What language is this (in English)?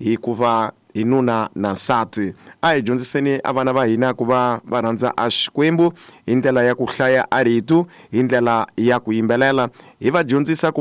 Tsonga